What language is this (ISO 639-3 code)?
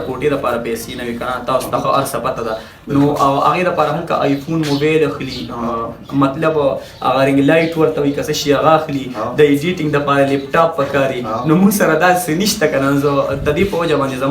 pus